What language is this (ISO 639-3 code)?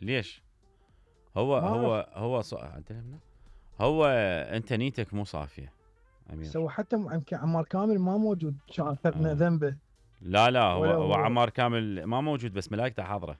acm